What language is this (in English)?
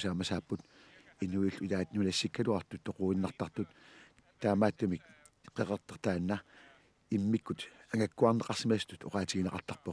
Kalaallisut